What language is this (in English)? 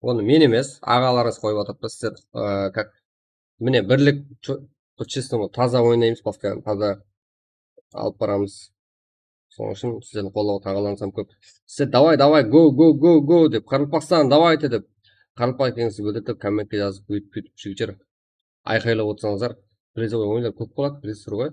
Kara-Kalpak